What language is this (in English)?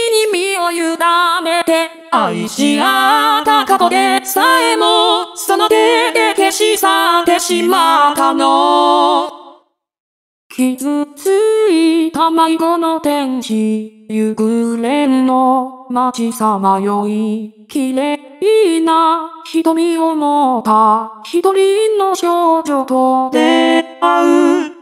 Japanese